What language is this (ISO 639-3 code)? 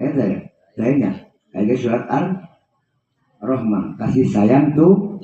sun